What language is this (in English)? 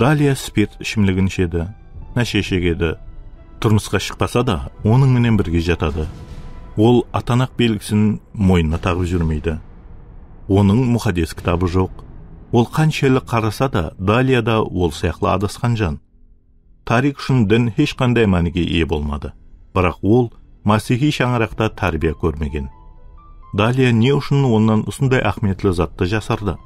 Kara-Kalpak